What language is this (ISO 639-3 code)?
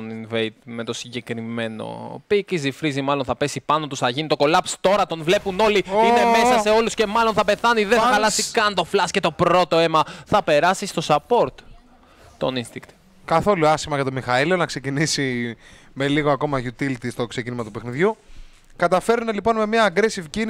ell